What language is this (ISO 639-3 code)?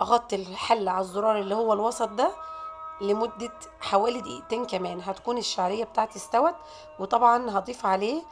arz